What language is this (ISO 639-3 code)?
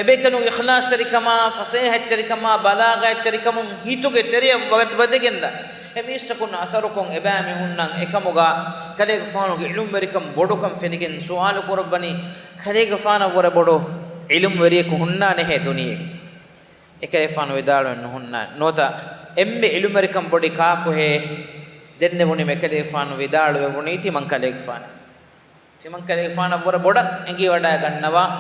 div